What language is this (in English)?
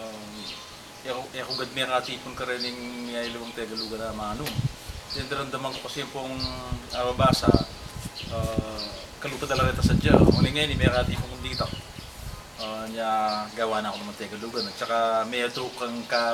Pampanga